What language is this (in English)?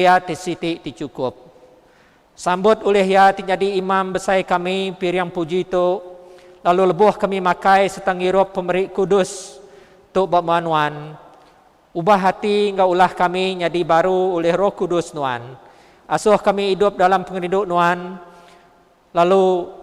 Iban